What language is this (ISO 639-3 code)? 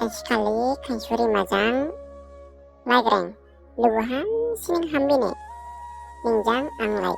dis